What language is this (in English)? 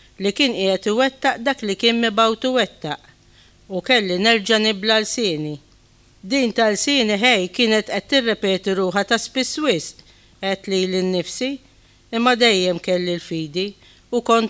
Maltese